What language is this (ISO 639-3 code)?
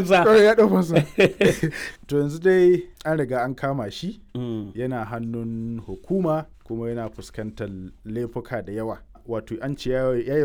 hau